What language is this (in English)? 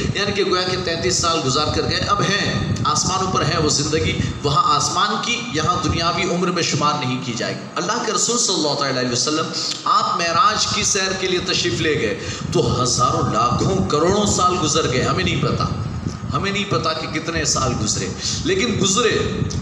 Urdu